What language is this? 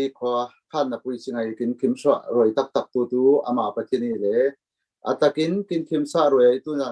Falam Chin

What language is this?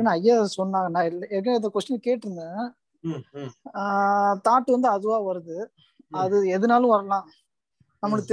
Tamil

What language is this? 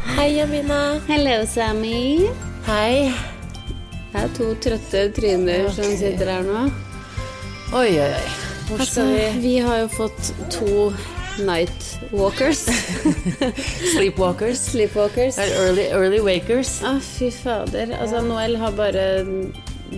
Norwegian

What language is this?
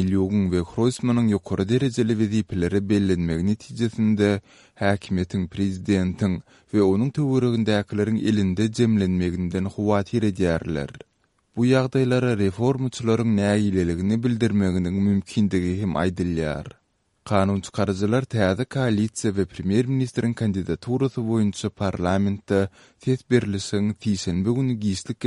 Turkmen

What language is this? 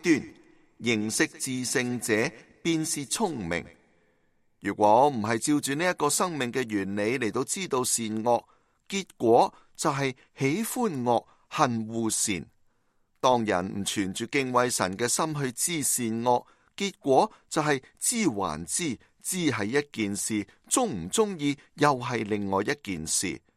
Cantonese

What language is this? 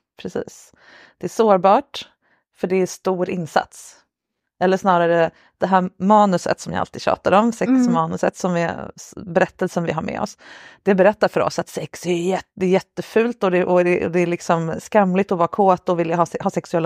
Swedish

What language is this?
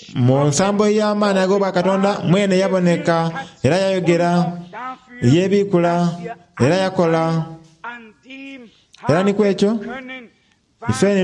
Soga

